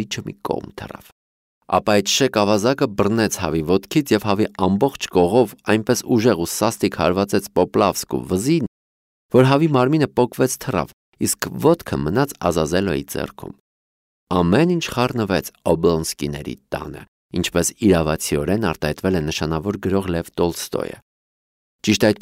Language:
Armenian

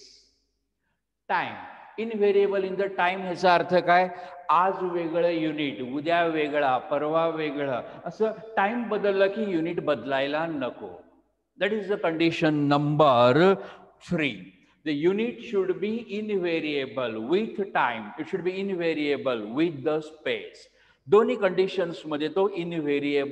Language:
Marathi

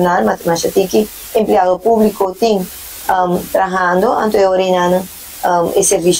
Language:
Papiamento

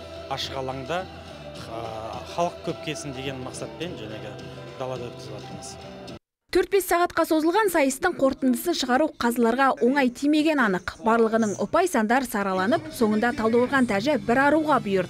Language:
Kazakh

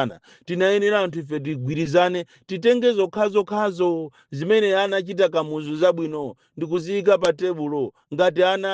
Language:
Nyanja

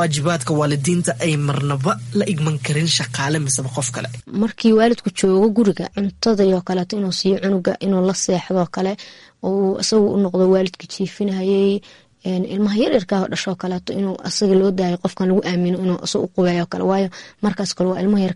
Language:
Somali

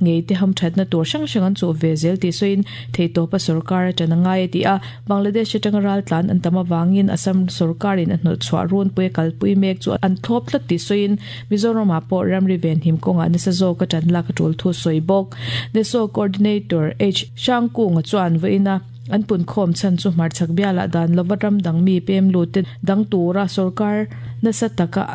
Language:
Mizo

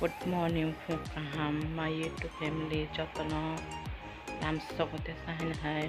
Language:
Kok Borok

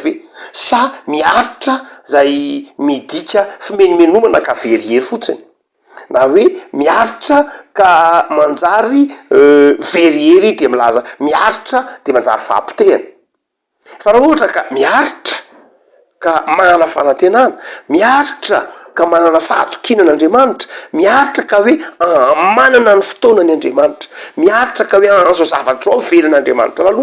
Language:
Malagasy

